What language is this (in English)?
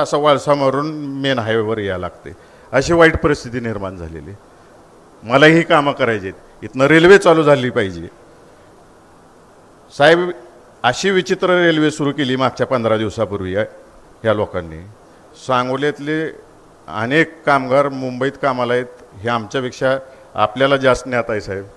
Marathi